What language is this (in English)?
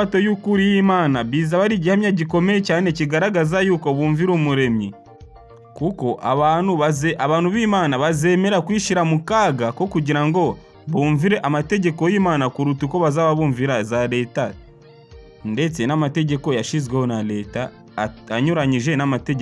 Kinyarwanda